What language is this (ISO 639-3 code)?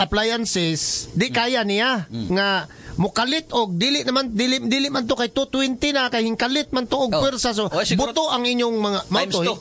ceb